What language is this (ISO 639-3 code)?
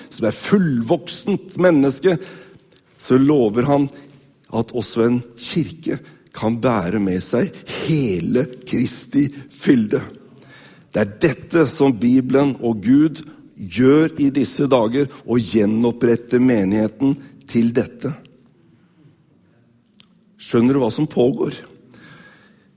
nor